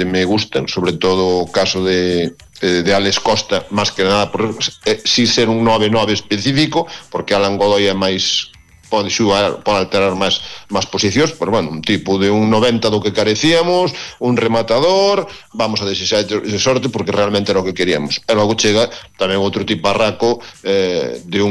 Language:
Galician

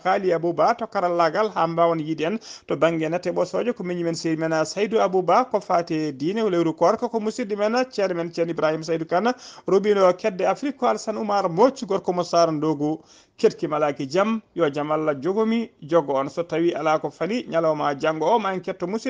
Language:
Fula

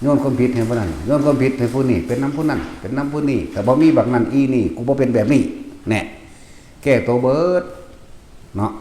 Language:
Northeastern Thai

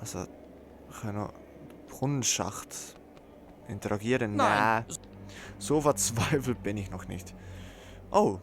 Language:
Swiss German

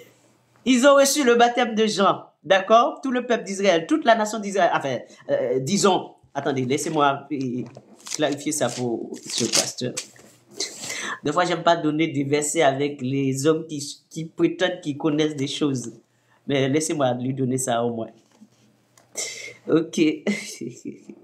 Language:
French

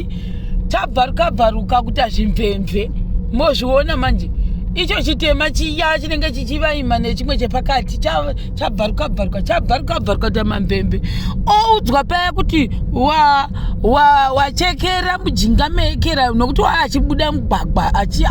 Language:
Shona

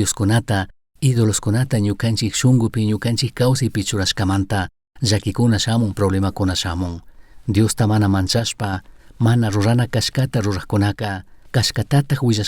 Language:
Chimborazo Highland Quichua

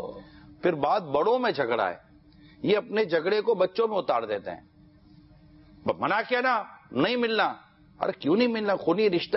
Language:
Urdu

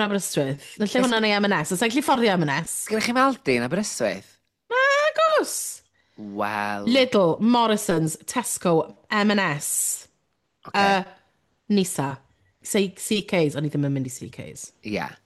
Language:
Welsh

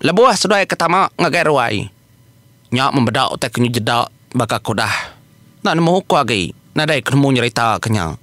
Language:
Iban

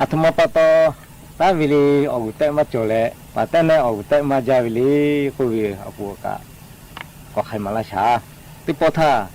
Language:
Lahu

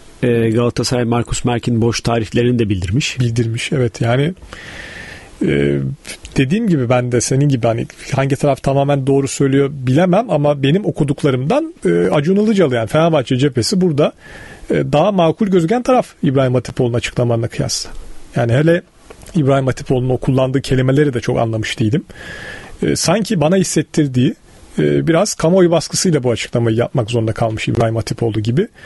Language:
Turkish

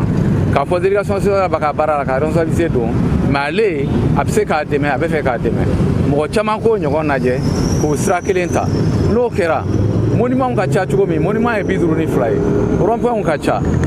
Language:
Bambara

